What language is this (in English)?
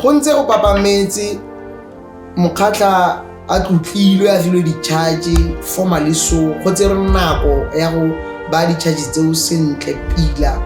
Tswana